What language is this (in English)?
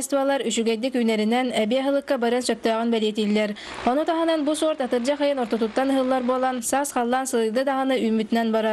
Yakut